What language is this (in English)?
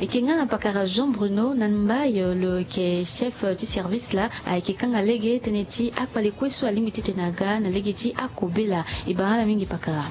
Sango